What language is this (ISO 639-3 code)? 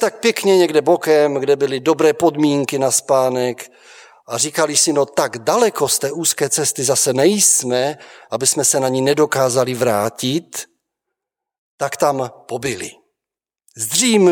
ces